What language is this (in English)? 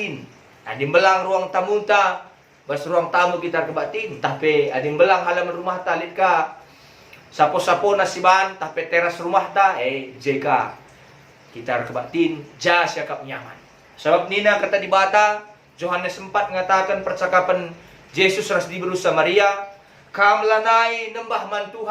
Batak Karo